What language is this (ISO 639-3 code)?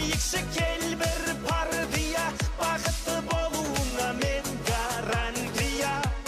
kaz